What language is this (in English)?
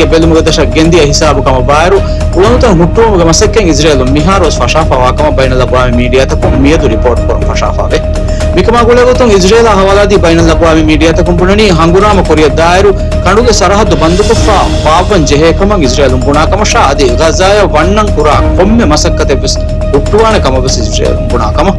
Divehi